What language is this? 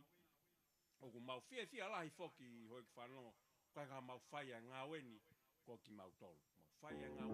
Tongan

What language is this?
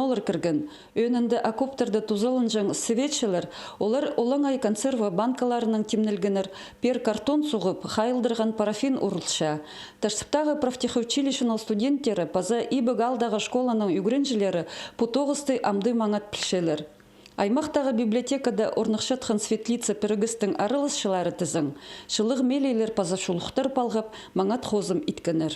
Khakas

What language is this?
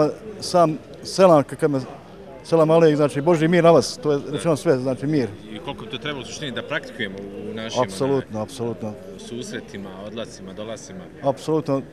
Bosnian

